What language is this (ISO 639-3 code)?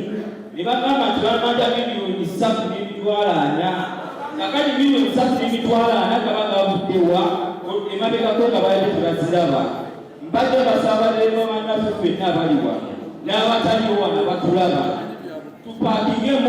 lug